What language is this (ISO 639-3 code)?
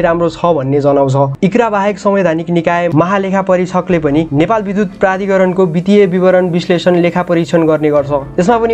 nep